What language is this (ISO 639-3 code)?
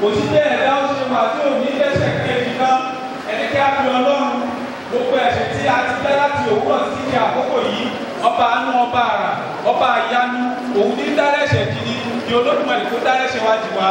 yor